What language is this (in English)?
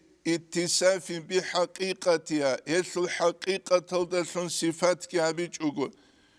Avaric